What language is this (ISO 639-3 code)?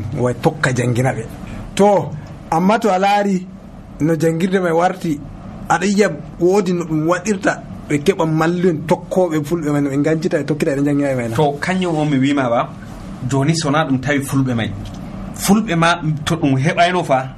fuv